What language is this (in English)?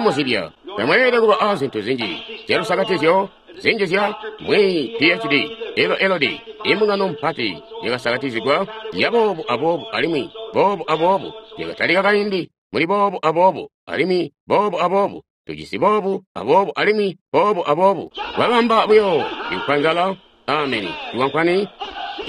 Tonga (Zambia)